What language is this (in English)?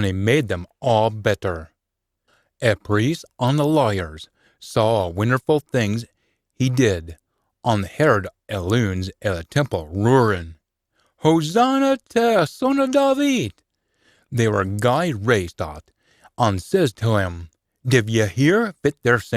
Scots